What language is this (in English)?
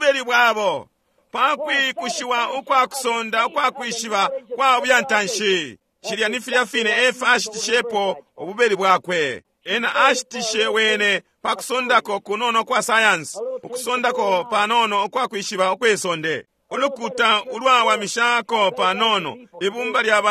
Bemba